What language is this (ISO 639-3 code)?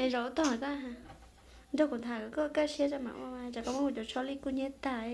hmn